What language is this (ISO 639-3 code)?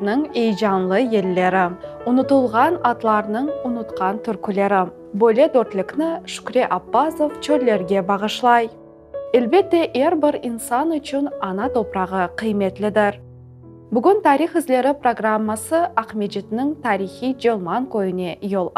crh